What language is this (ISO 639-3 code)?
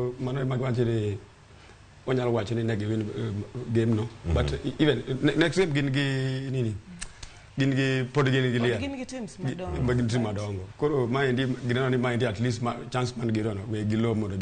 luo